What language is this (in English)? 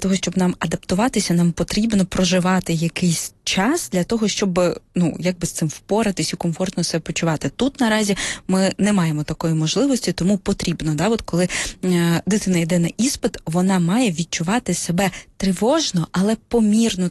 Ukrainian